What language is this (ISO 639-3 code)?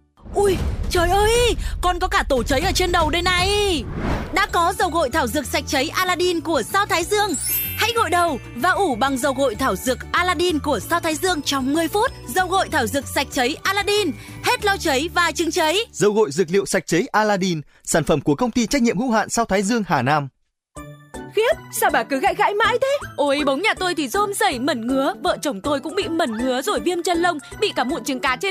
vie